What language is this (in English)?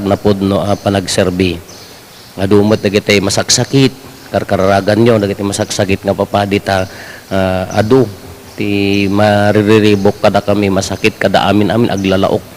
Iloko